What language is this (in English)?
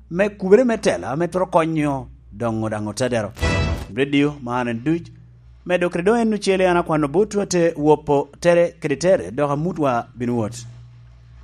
Lango (Uganda)